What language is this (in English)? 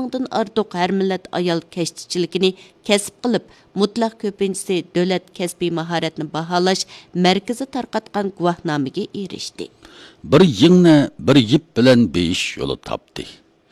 Uyghur